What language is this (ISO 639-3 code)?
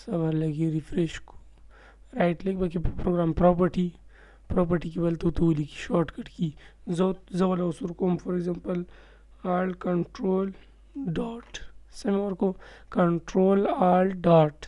pus